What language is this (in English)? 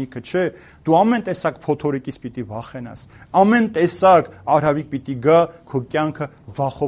Armenian